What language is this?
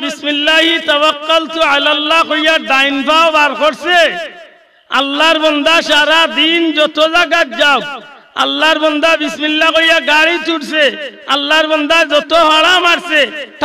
Sylheti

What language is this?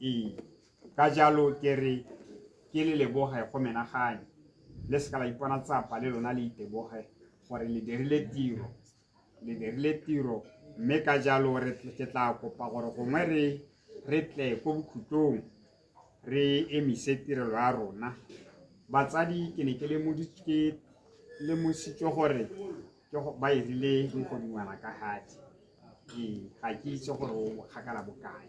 Tswana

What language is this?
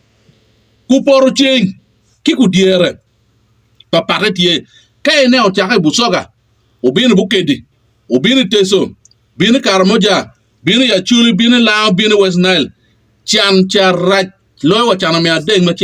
Acoli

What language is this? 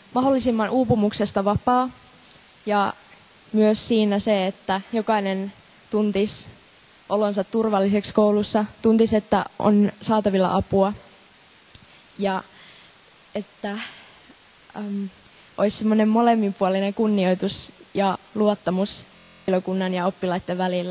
Finnish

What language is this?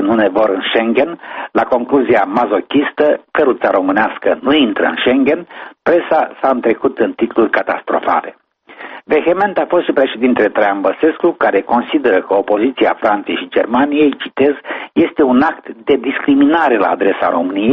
Romanian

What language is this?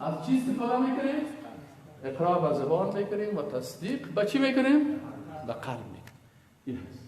Persian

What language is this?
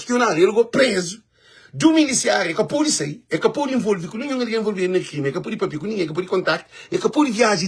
Kabuverdianu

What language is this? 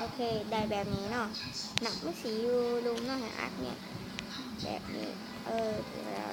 Lao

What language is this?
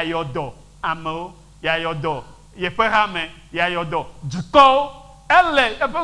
Ewe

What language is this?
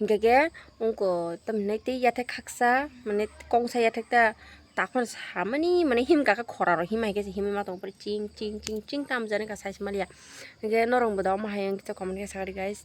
Kok Borok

